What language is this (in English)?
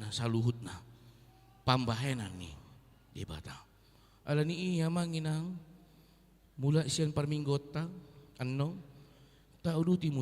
Batak Toba